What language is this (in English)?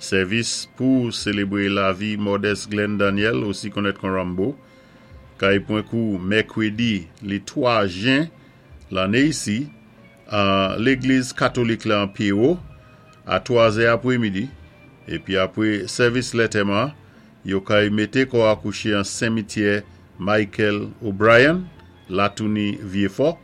Saint Lucian Creole French